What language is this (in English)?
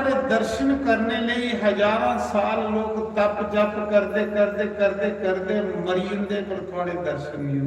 Dogri